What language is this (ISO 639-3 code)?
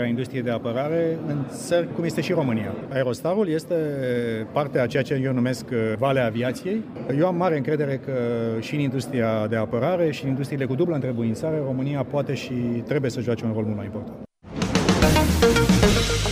ron